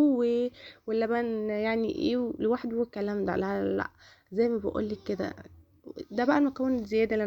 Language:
Egyptian Arabic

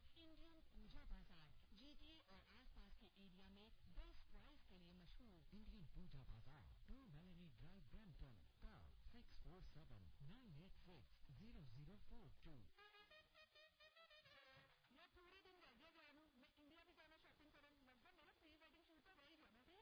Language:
Punjabi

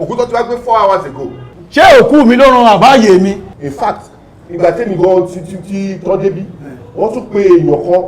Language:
Yoruba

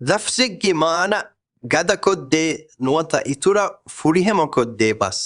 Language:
Divehi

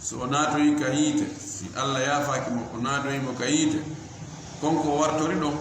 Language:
Fula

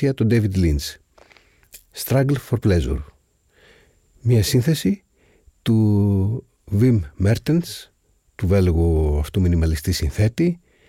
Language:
Greek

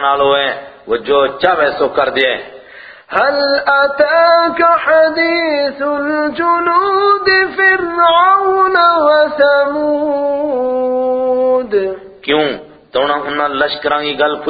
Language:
Gujari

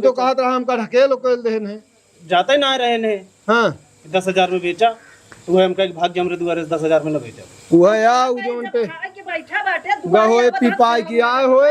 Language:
Awadhi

